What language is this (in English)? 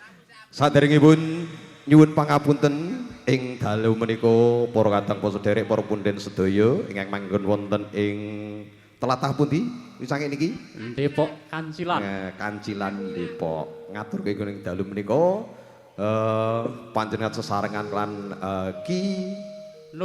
Javanese